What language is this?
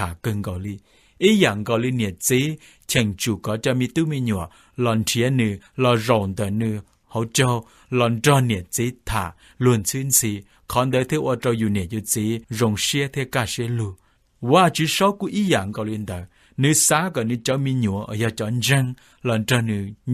Hmong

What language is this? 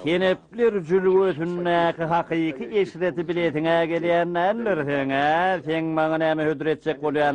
Turkmen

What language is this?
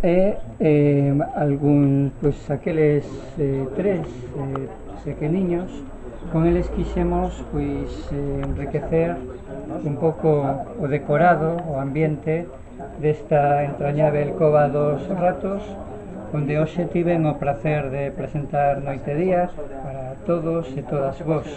Galician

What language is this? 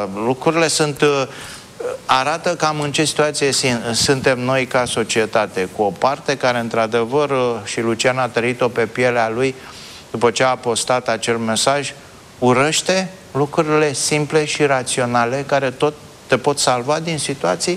Romanian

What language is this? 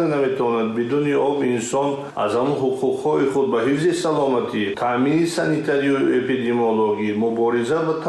Tajik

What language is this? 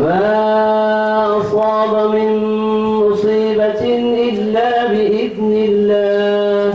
Maranao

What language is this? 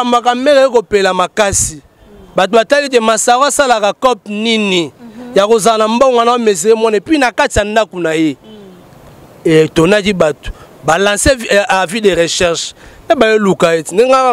Lingala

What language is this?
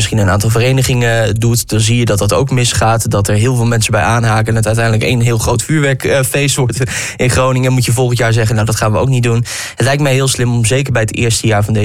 Dutch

